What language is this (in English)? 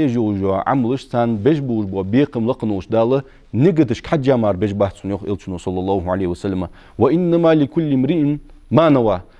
Ingush